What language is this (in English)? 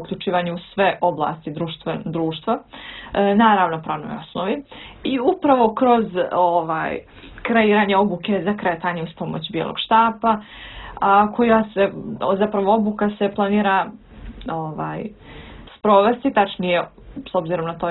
Bosnian